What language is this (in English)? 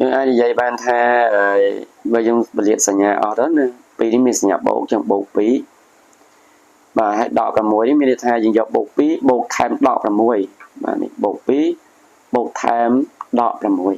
Khmer